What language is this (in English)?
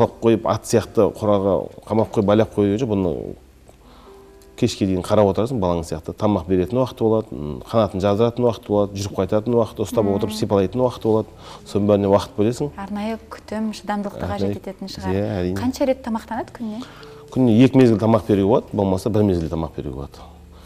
Kazakh